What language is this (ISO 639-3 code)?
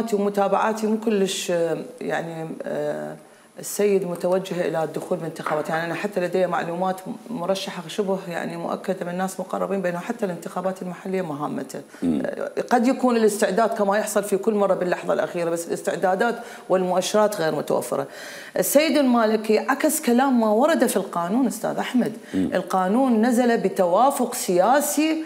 acm